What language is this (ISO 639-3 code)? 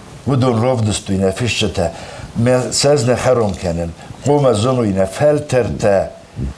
oss